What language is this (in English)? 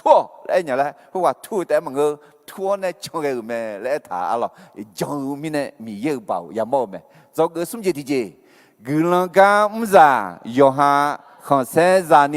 Akha